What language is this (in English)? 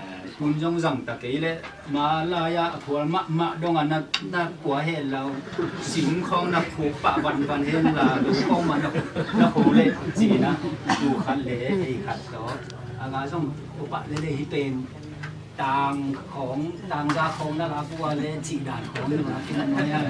Tedim Chin